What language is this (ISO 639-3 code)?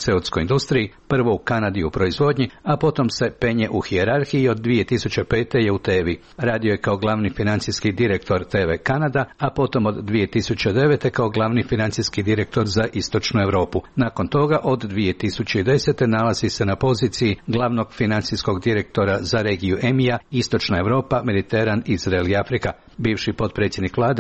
hrv